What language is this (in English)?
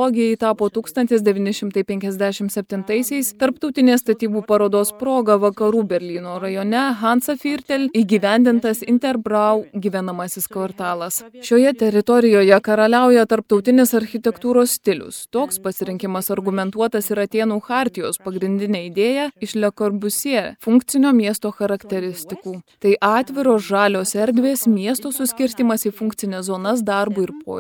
Lithuanian